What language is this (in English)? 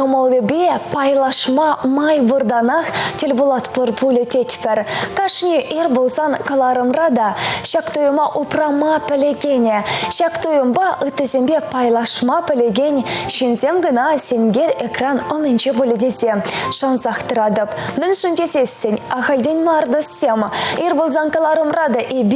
Chuvash